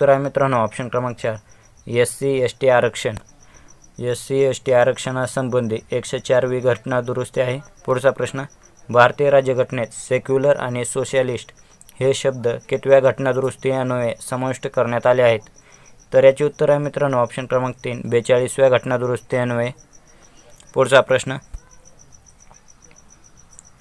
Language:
Marathi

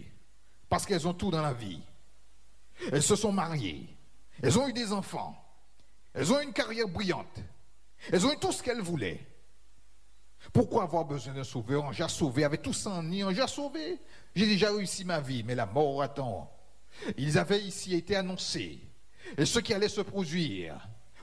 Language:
French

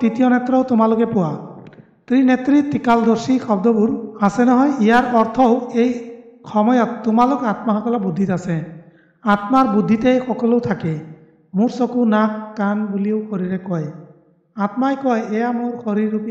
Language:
Assamese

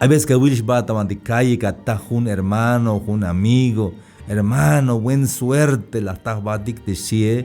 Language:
Tzeltal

